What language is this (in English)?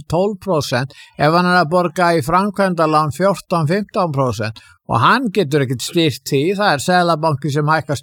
Icelandic